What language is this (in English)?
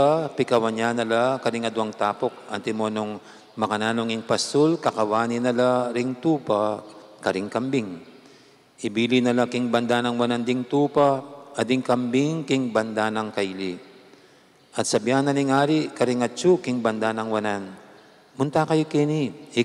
Pampanga